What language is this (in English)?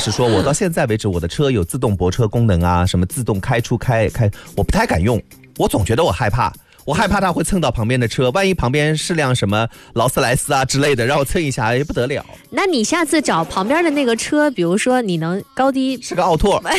Chinese